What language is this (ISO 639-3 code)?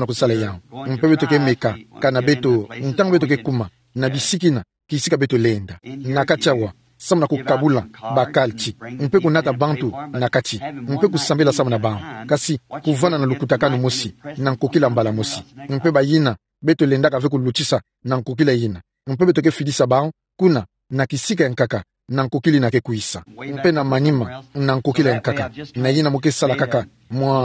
ktu